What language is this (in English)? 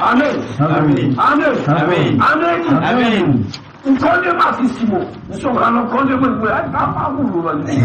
Nyanja